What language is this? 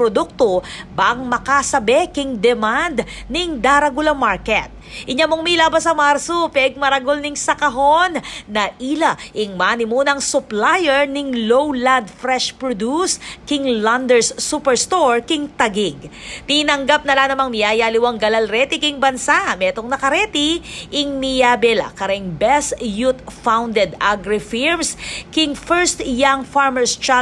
Pampanga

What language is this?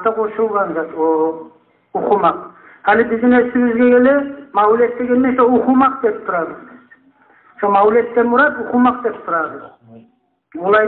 Kumyk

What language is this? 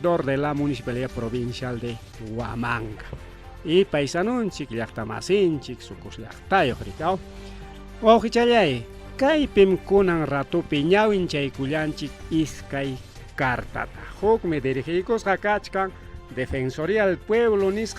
Ayacucho Quechua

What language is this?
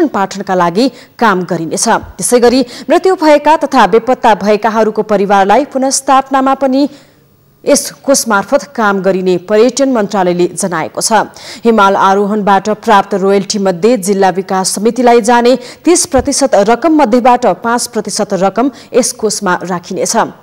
Nepali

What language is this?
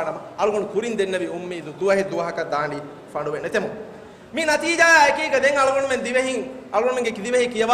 Divehi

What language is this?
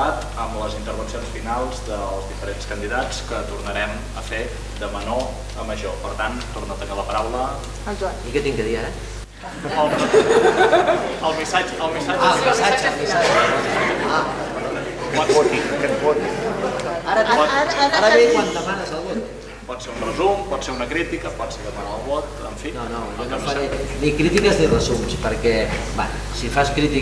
Catalan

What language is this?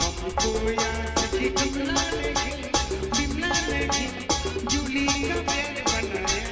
Sadri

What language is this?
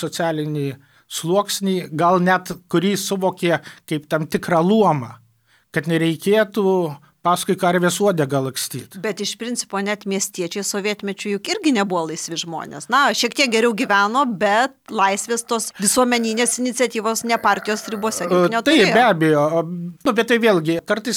Lithuanian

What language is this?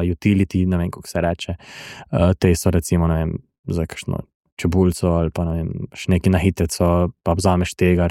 Slovenian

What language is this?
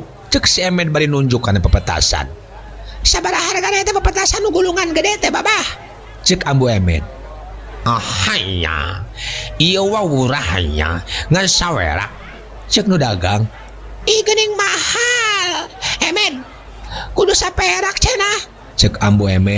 Sundanese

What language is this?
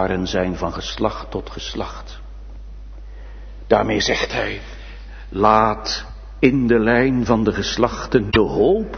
Dutch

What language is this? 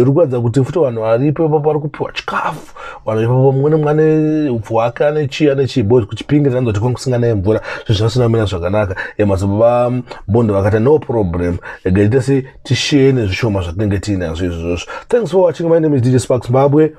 Shona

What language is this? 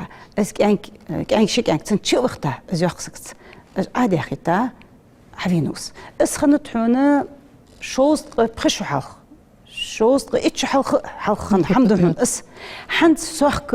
Ingush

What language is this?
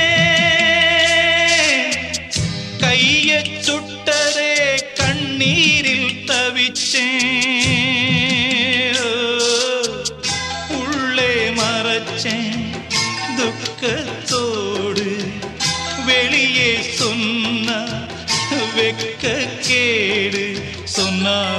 Tamil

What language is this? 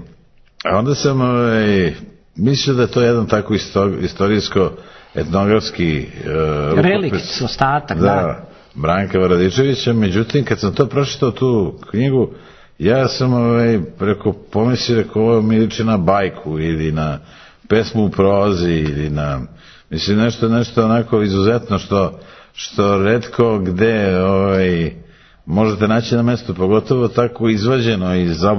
Serbian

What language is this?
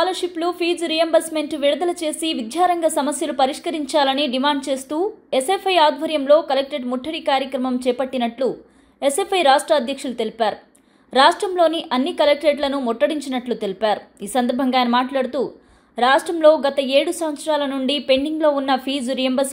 Telugu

